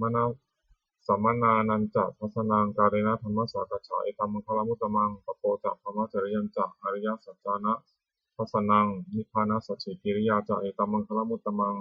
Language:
Pali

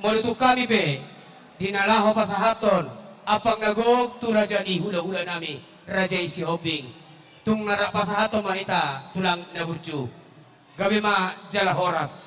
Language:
Batak Toba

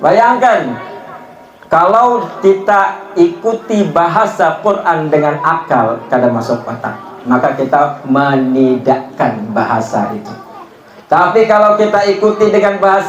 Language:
Banjar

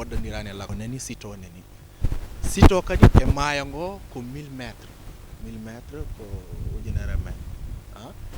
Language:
Fula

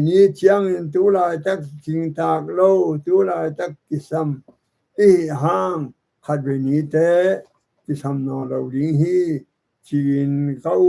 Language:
Tedim Chin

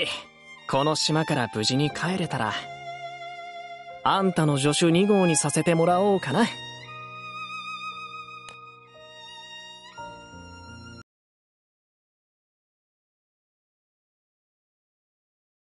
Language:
Japanese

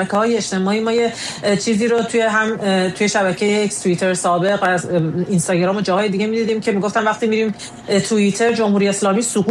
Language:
Persian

